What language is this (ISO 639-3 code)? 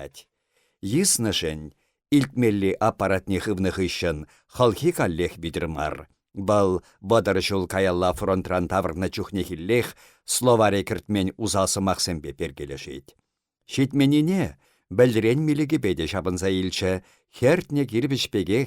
chv